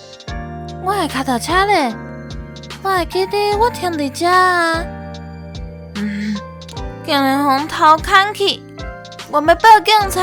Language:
Min Nan Chinese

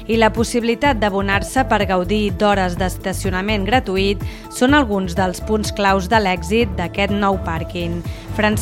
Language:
Catalan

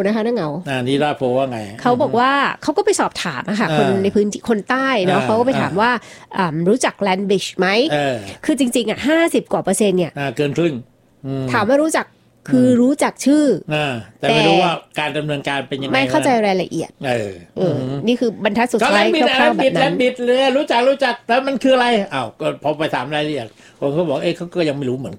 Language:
Thai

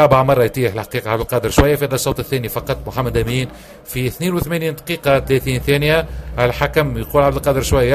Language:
Tunisian Arabic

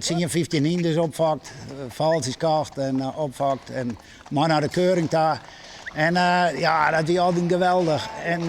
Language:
Western Frisian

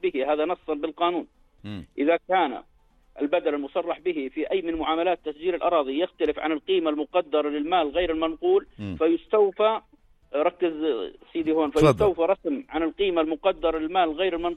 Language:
North Levantine Arabic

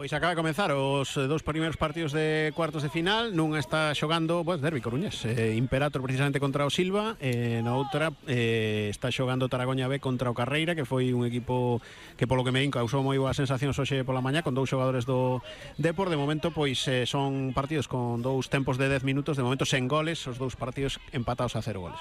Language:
Galician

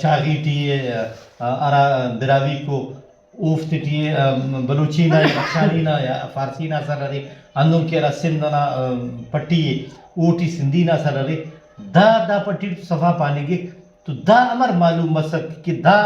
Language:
Brahui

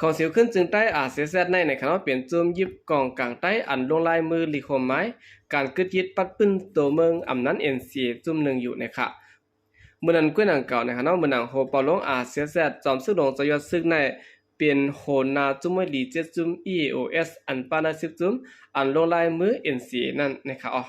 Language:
Shan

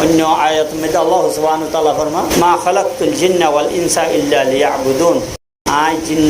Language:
Rohingya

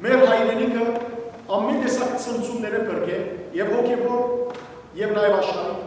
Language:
Western Armenian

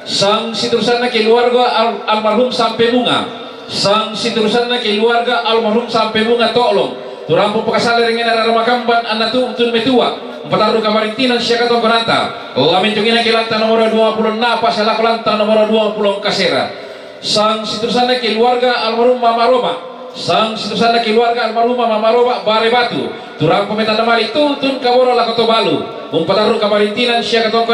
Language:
Toraja-Sa'dan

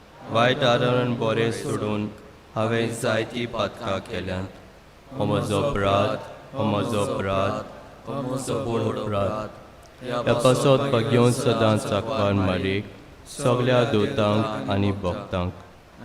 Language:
Konkani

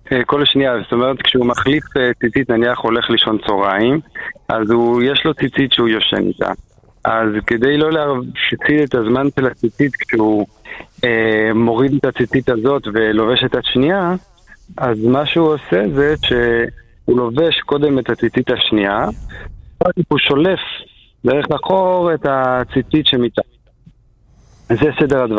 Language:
Hebrew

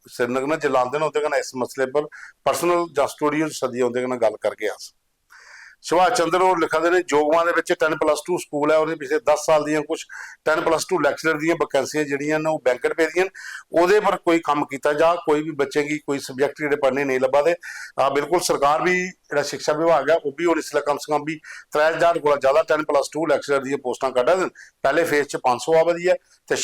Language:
Dogri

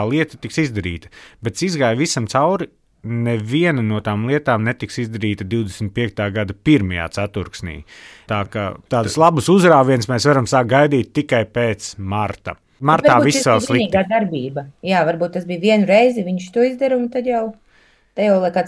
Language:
Latvian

